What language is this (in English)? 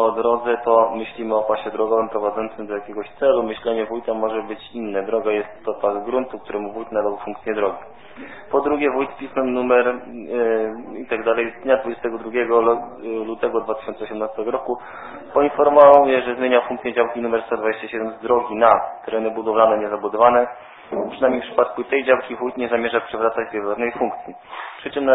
Polish